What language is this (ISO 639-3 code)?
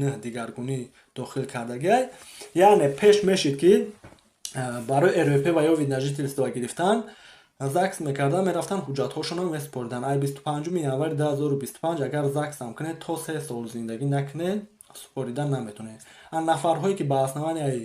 tgk